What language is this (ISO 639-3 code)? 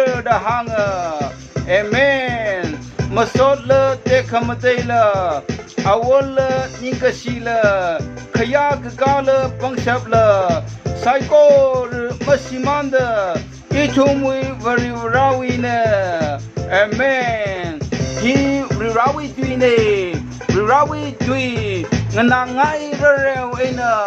nmf